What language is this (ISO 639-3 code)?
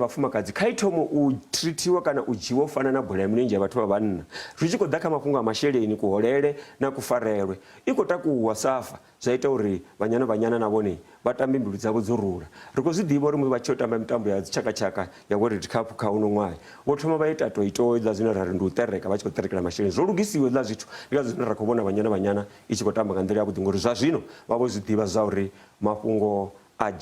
ven